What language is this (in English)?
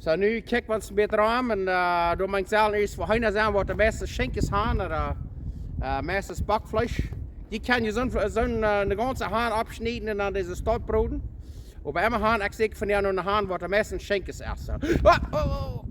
Plautdietsch